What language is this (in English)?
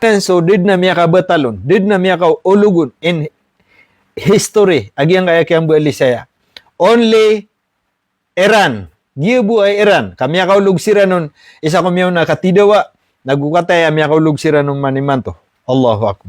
Maranao